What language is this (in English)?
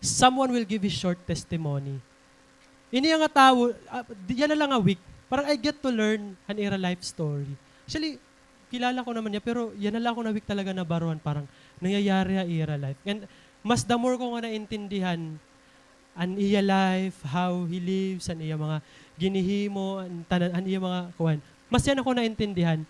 Waray